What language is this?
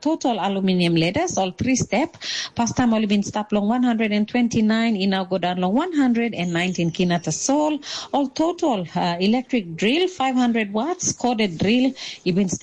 Tok Pisin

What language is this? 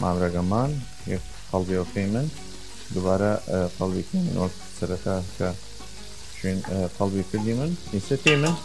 Southern Kurdish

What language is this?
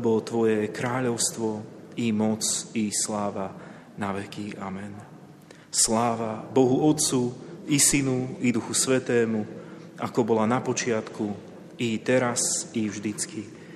Slovak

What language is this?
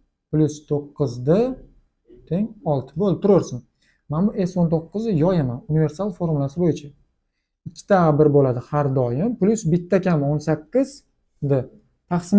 Uzbek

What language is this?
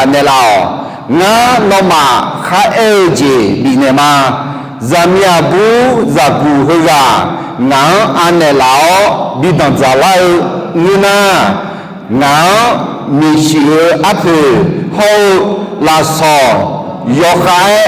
Akha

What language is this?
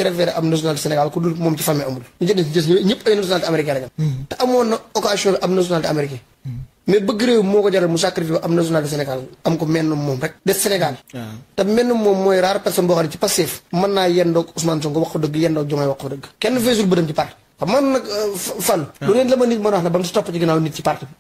Wolof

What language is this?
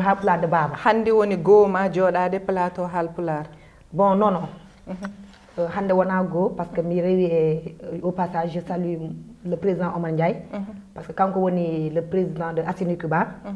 Fula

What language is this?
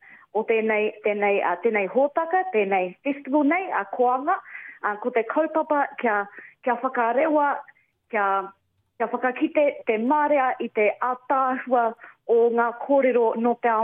Māori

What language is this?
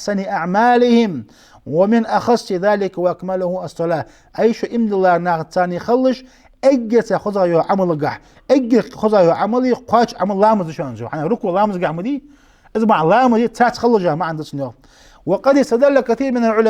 Ingush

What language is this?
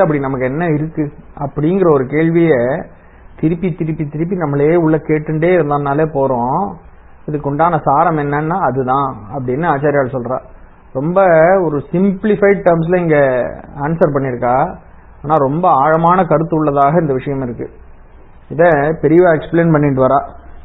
Tamil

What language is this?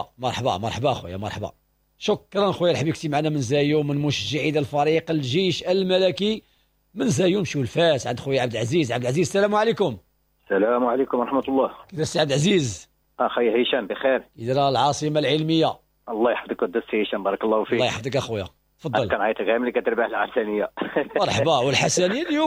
Moroccan Arabic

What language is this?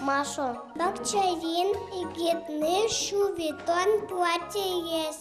Udmurt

